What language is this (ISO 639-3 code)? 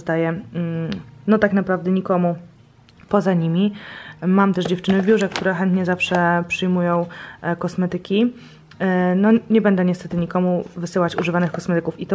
pol